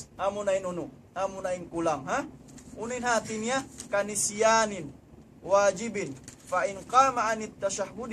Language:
Tausug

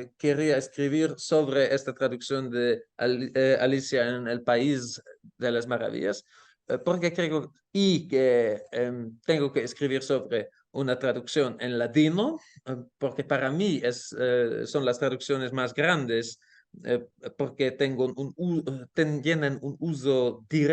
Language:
Ladino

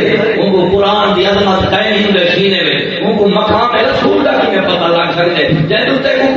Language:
Saraiki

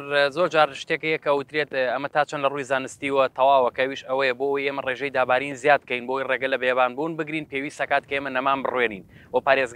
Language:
Central Kurdish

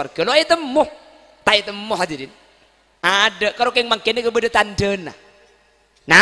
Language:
Madurese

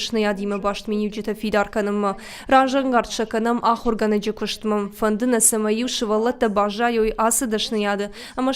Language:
Ossetic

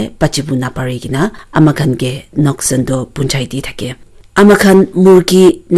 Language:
Naga Pidgin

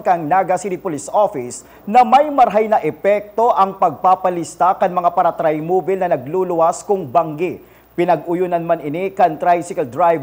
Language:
Bikol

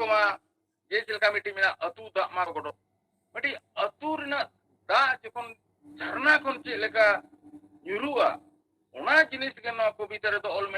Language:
Santali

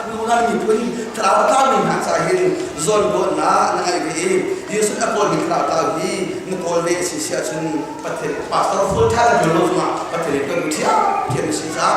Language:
Hakha Chin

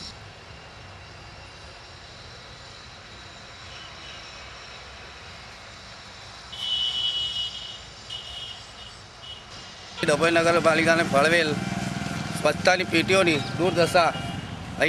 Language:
Gujarati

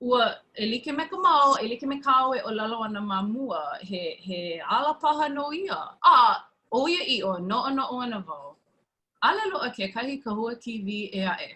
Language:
Hawaiian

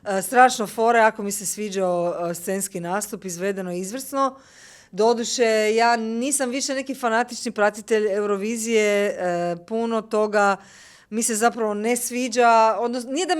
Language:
Macedonian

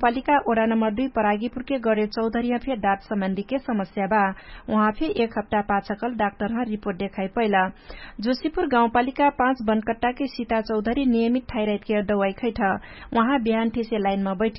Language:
Dangaura Tharu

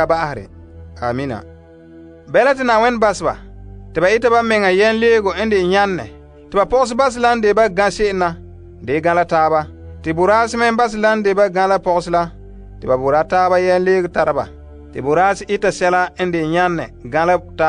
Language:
Frafra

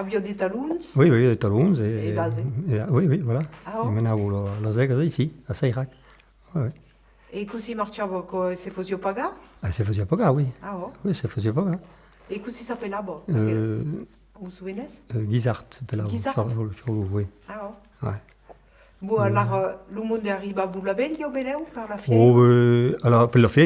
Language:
Occitan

